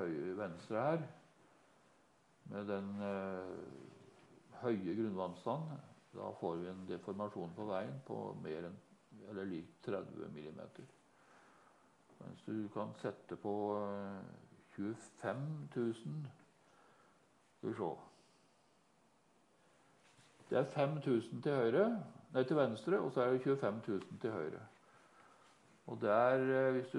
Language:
Norwegian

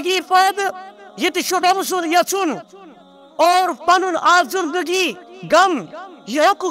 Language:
Kashmiri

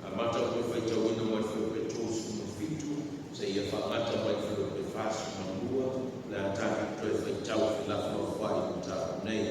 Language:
Samoan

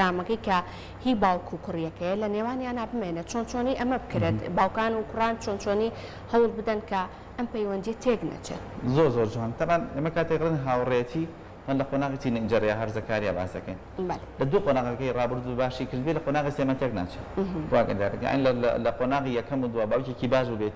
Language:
Central Kurdish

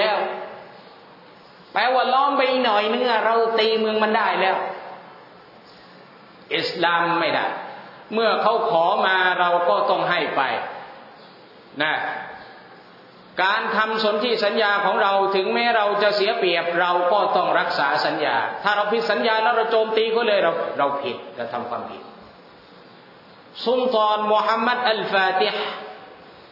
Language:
Thai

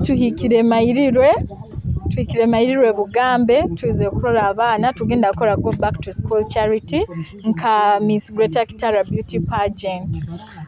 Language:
Nyoro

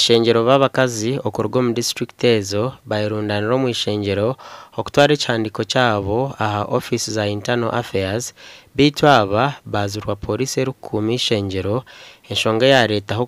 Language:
Nyankole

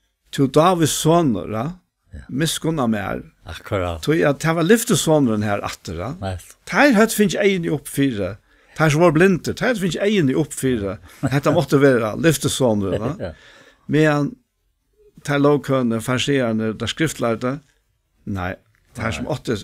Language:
Faroese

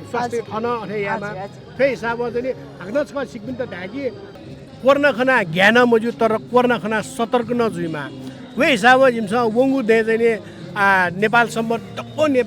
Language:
Newari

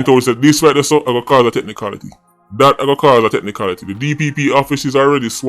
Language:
Jamaican Creole English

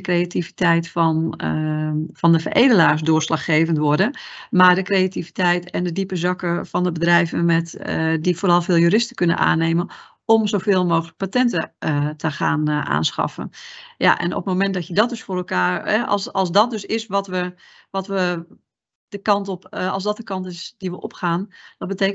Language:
Dutch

